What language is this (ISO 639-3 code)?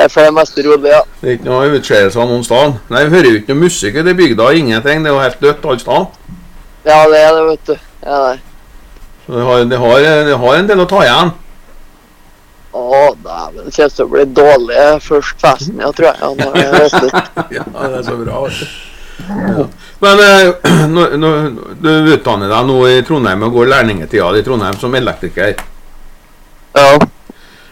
nor